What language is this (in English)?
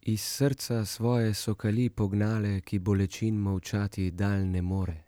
Slovenian